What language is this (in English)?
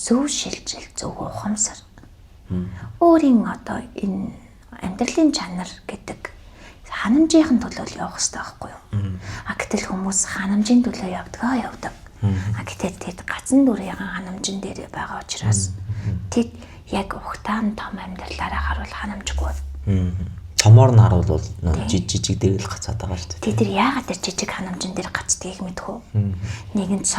Mongolian